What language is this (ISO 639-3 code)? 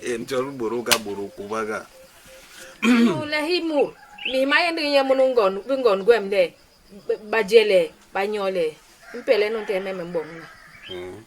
bas